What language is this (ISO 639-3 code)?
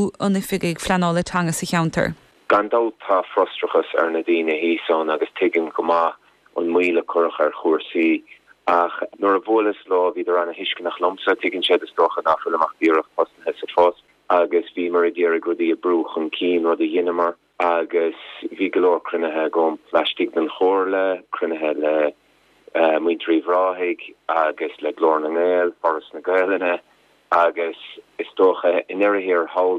gle